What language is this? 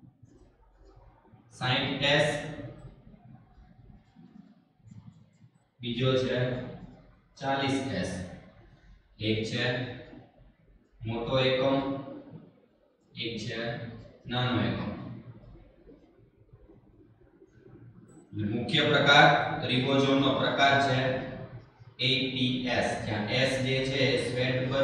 Gujarati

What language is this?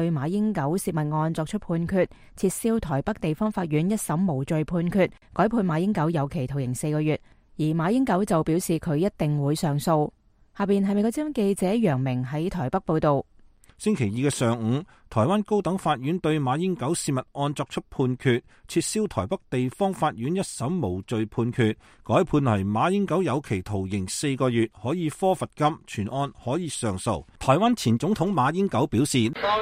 Cantonese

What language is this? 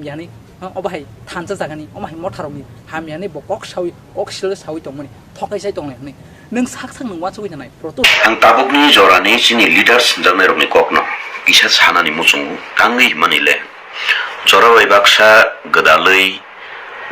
Kok Borok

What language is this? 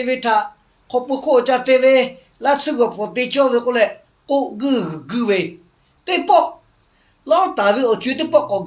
Lahu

